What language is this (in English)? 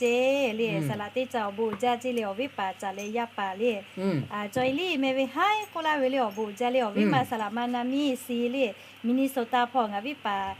Lahu